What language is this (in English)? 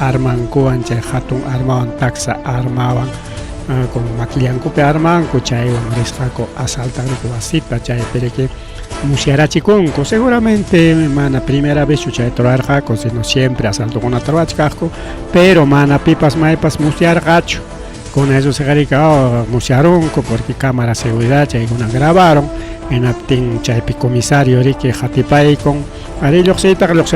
Ayacucho Quechua